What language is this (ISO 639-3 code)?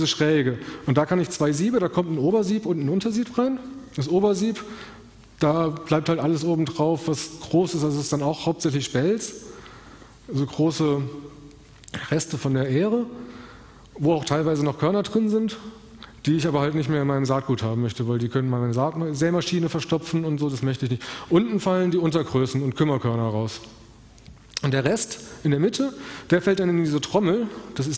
deu